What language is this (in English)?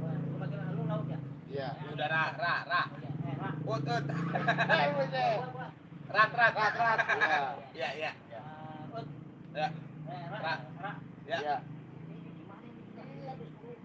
Betawi